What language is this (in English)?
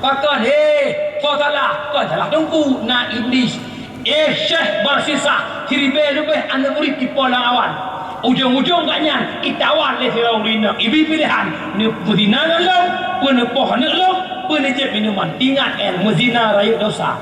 Achinese